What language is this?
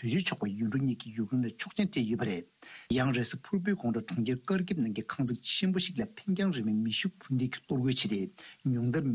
Tibetan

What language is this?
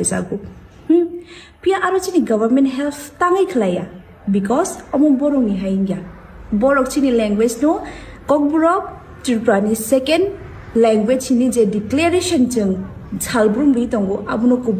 Kok Borok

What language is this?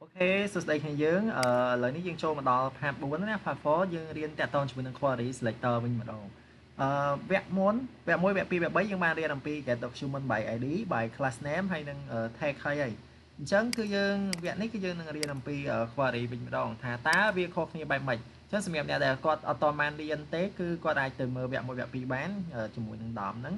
Khmer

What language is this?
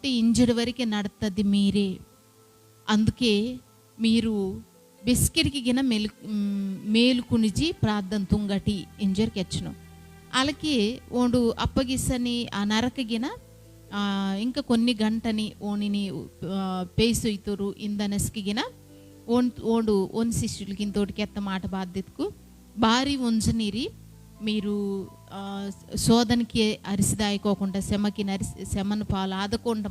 Koya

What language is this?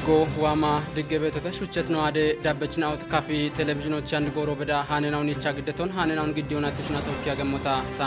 Kafa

